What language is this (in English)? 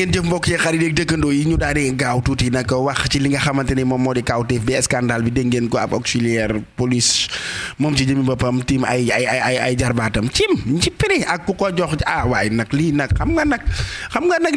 Wolof